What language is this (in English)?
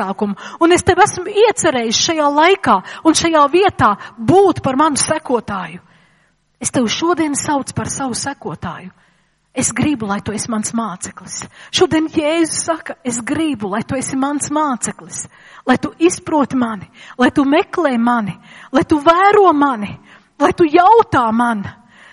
Latvian